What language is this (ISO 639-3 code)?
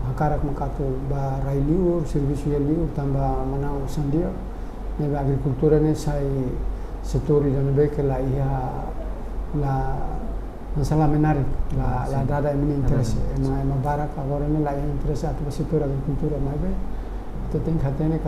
tet